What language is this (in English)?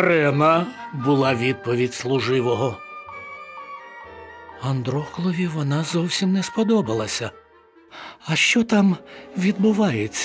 Ukrainian